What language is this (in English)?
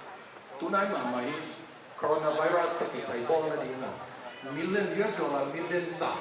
Tedim Chin